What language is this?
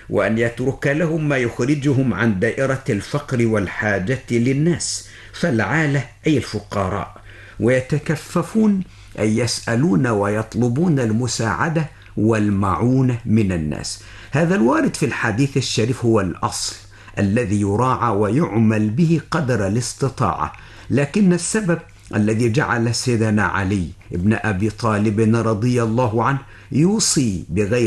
Arabic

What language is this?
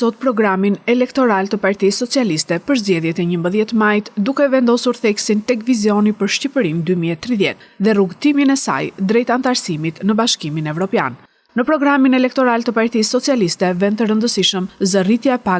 Albanian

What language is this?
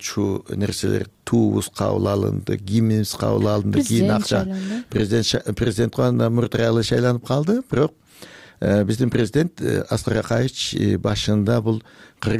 Kyrgyz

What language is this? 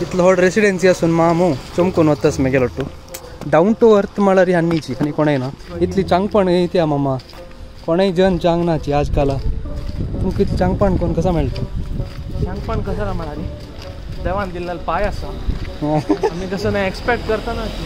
Konkani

